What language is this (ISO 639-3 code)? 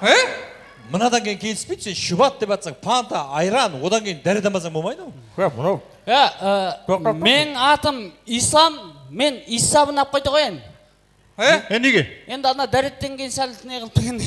kaa